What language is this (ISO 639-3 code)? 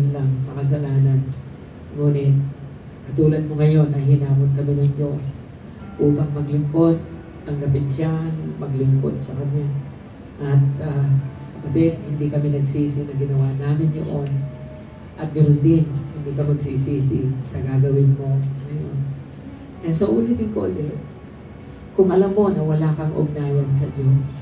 fil